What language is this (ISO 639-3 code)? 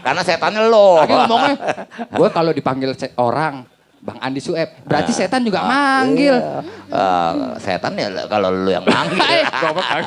bew